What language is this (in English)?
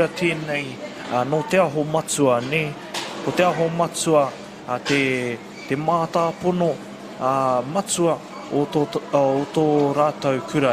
Māori